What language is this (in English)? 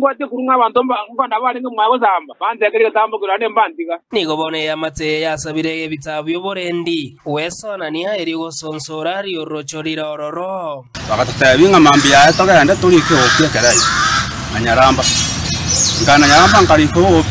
Gusii